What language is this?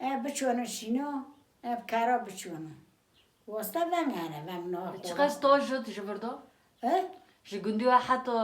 Kurdish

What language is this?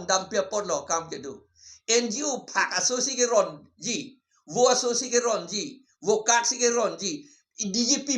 Karbi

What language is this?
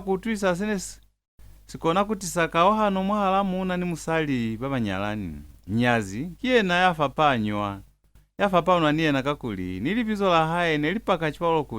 Lozi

